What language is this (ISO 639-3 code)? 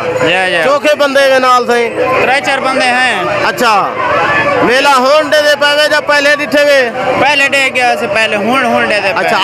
skr